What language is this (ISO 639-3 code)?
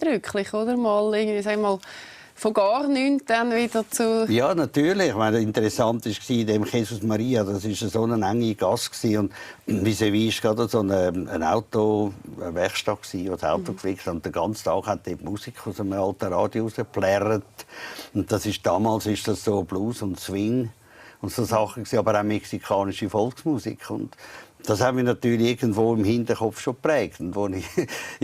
gsw